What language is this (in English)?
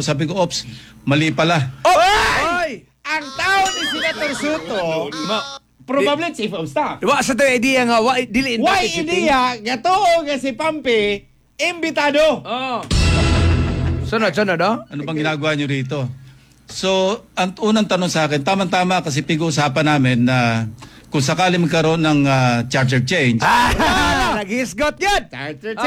Filipino